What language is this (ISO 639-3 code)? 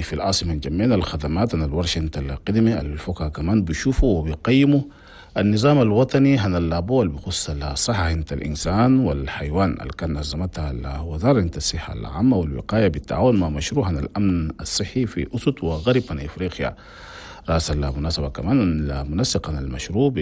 shu